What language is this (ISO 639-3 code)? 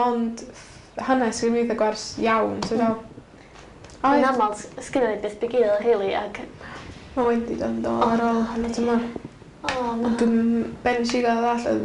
cym